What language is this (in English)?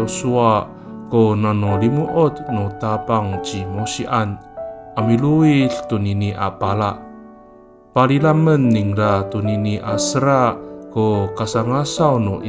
Amis